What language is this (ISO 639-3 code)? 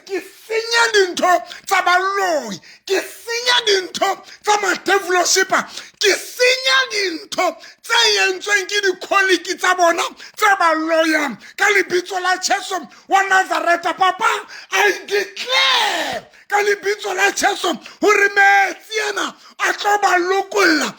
sot